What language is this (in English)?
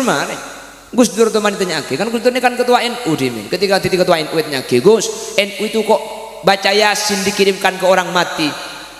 Madurese